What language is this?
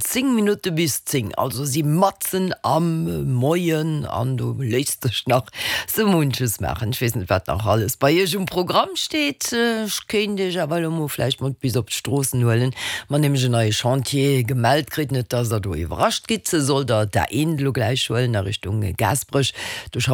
Luxembourgish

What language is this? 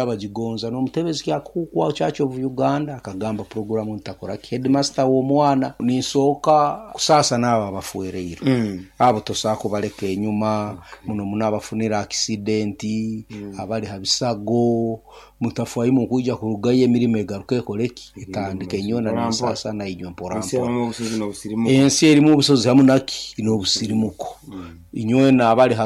Nyoro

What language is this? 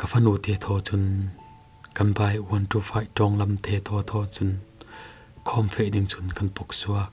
Falam Chin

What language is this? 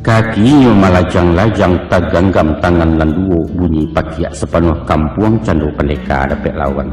Minangkabau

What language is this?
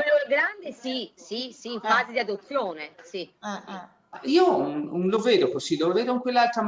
Italian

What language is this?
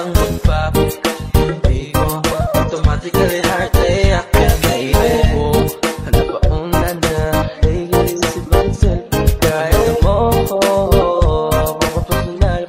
Filipino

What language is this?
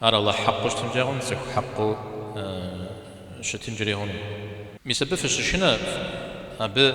Kabardian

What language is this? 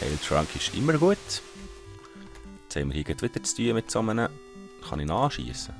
Swiss German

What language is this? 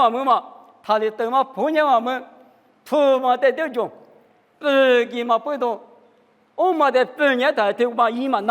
Lisu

